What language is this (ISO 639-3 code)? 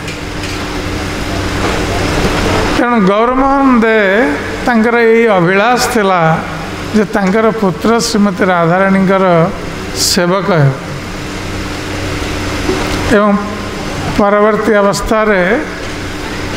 ori